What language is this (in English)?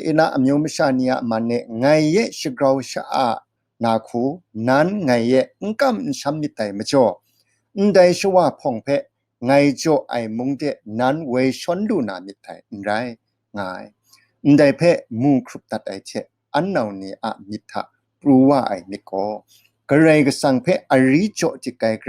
Kachin